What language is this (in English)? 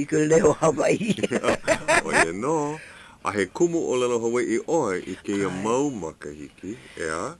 Hawaiian